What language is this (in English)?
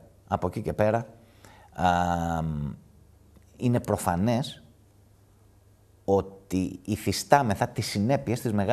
Greek